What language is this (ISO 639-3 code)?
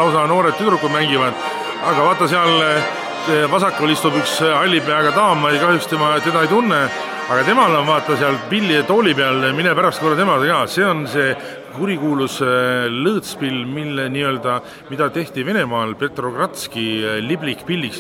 est